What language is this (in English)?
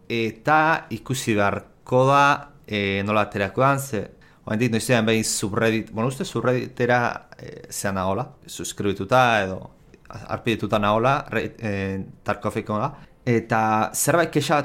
Basque